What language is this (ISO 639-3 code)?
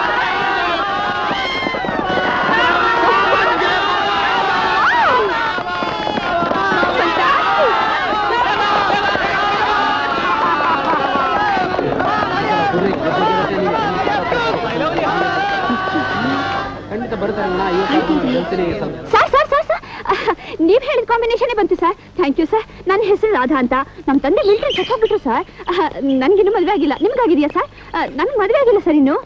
kan